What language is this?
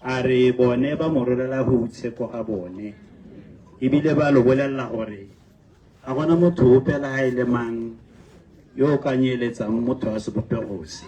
Tswana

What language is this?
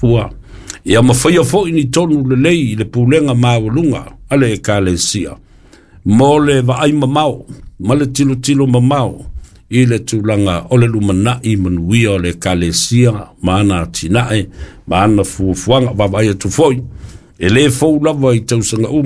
Samoan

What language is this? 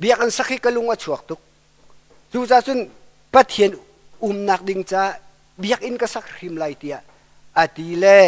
Hakha Chin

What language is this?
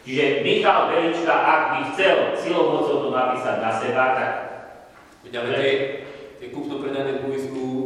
Slovak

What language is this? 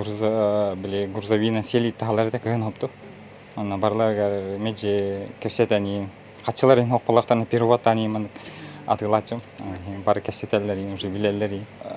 Yakut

